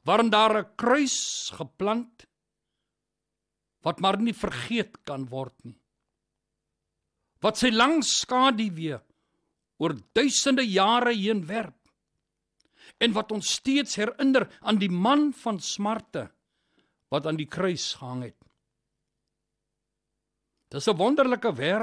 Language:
Afrikaans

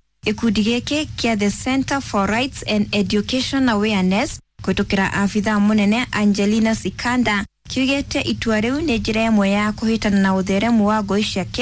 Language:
Kikuyu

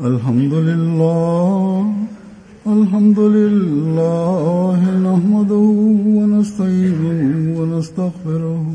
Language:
Bosnian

